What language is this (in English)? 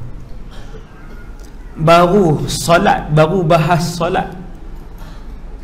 Malay